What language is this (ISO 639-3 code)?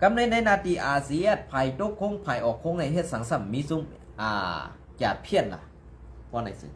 shn